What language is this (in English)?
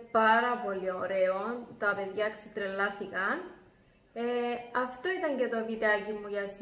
Greek